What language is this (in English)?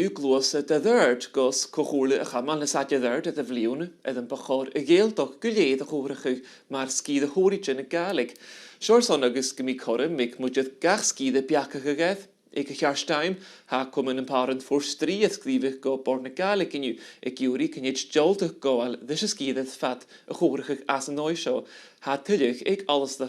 Scottish Gaelic